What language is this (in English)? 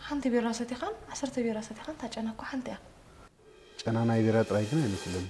Tigrinya